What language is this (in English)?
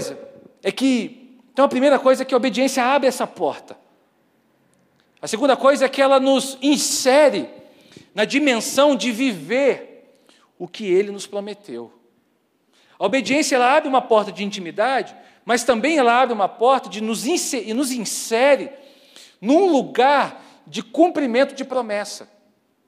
Portuguese